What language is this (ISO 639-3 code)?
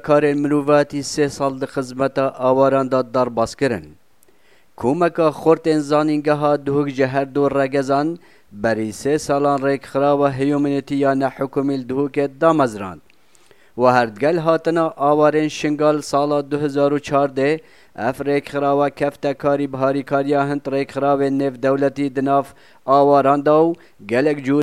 kur